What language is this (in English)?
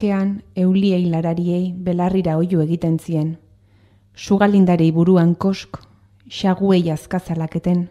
Basque